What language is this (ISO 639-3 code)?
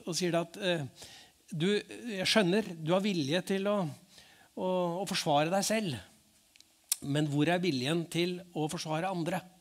nor